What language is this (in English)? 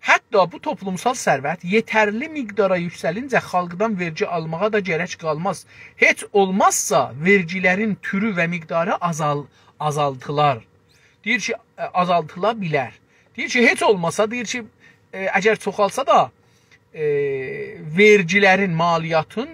South Azerbaijani